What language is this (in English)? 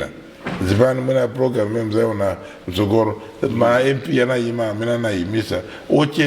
Nyanja